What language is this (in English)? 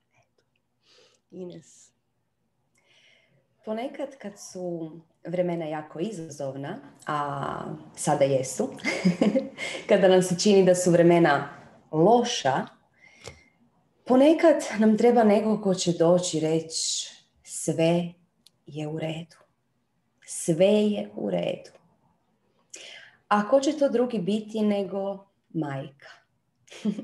Croatian